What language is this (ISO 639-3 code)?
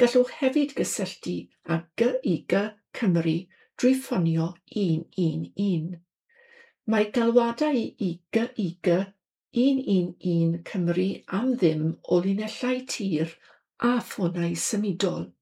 cym